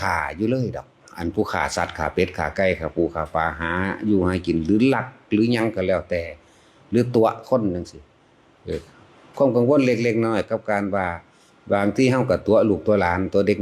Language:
Lao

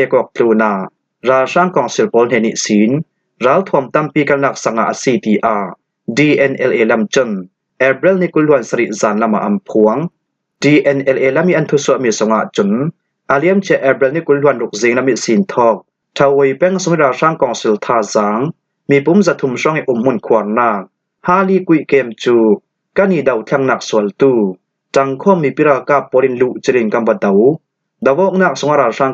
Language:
Falam Chin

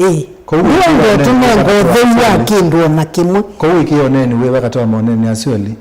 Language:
Kamba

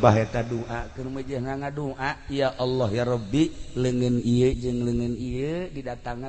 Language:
Sundanese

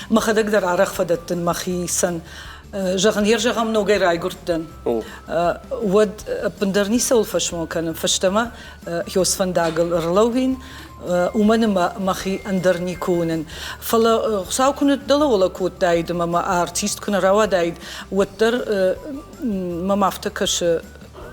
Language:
Ossetic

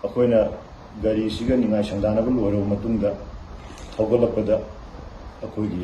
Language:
Manipuri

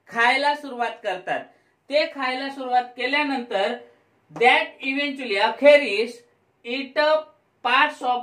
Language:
Marathi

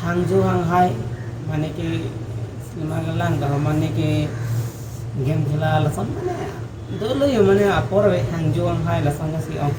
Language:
Karbi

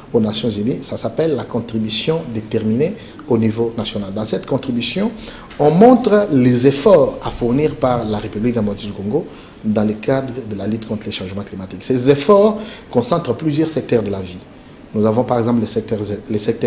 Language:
French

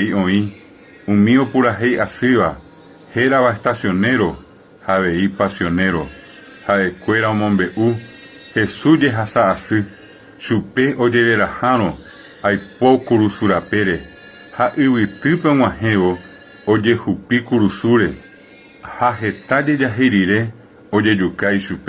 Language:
Guarani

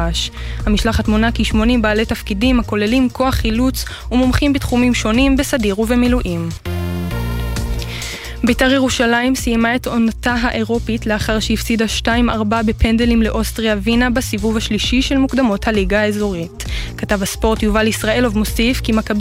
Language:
Hebrew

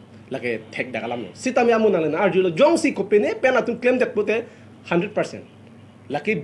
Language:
Karbi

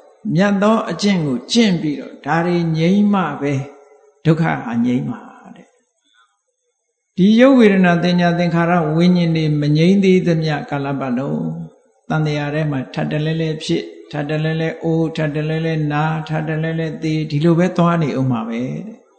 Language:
Burmese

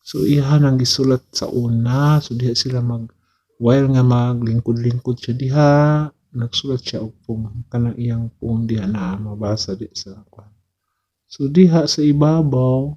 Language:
Cebuano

